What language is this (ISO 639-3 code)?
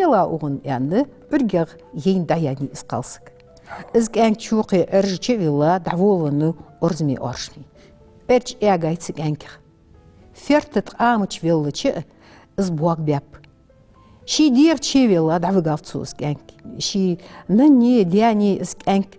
inh